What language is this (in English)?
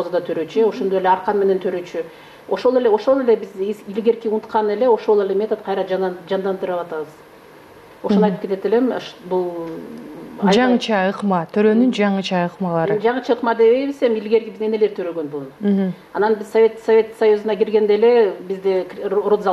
Kyrgyz